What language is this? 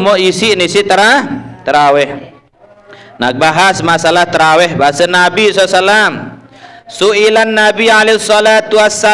Sasak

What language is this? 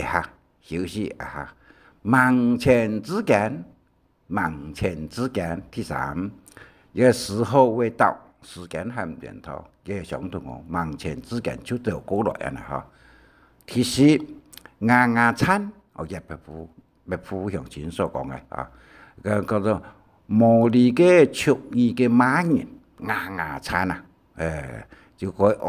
Hakka Chinese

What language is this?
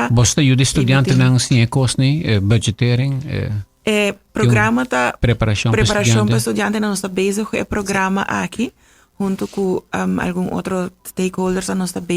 Papiamento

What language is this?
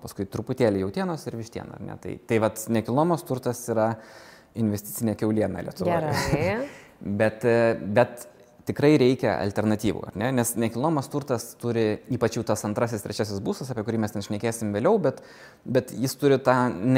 Lithuanian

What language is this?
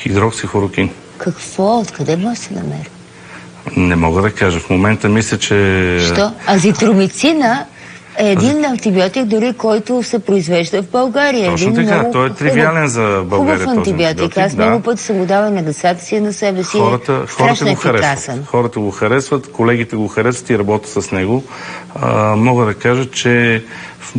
Bulgarian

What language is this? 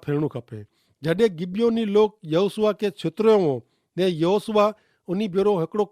Kachhi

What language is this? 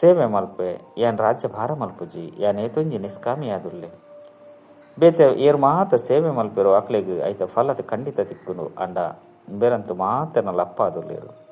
Tulu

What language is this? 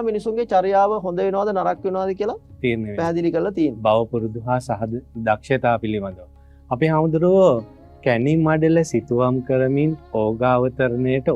Sinhala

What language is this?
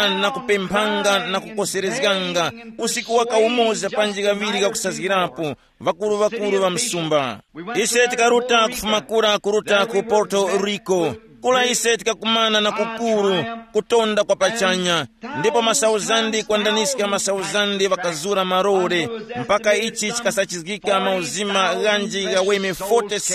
Tumbuka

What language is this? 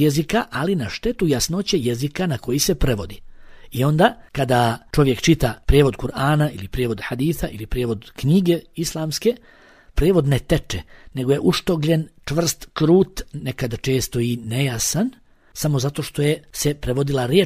Bosnian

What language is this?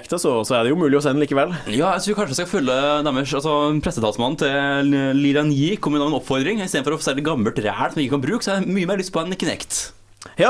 Norwegian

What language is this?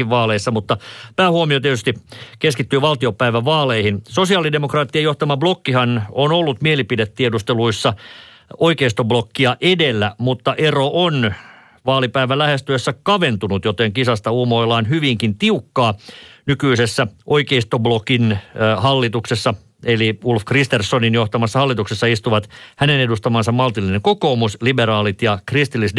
Finnish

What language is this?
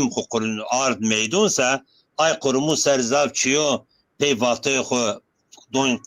Zaza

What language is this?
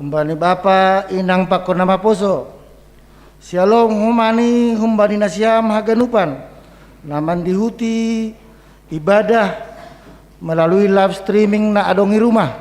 Batak Simalungun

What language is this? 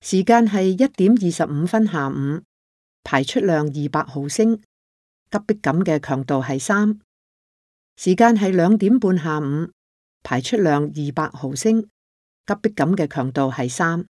Cantonese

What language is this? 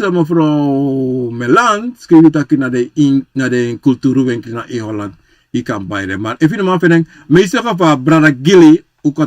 Sranan Tongo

